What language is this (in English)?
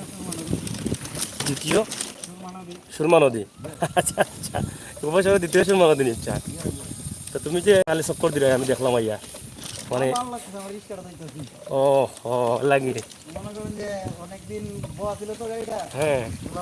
Sylheti